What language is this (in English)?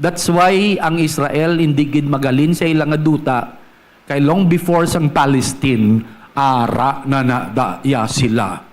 Hiligaynon